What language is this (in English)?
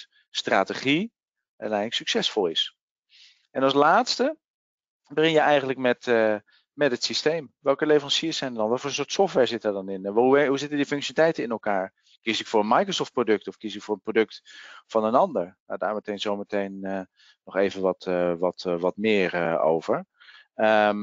Dutch